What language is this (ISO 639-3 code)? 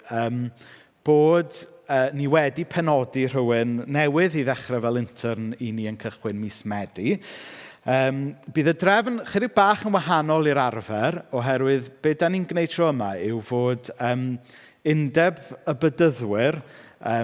cym